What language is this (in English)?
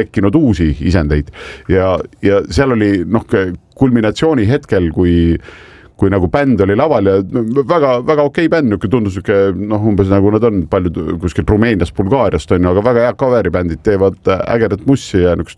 Estonian